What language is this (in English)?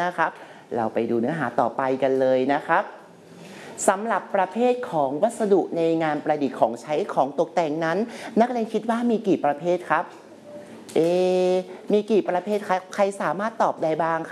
Thai